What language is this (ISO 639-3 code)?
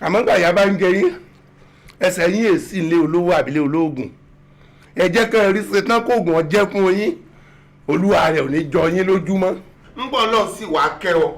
yor